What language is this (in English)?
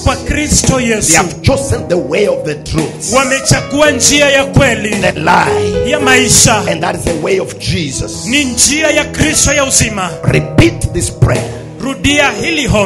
Swahili